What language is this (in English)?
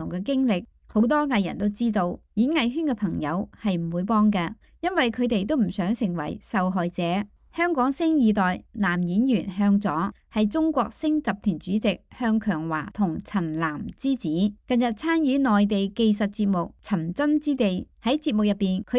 Cantonese